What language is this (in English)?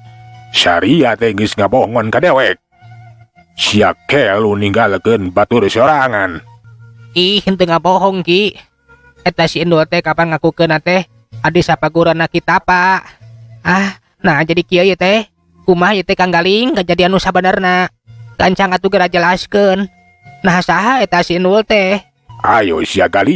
Sundanese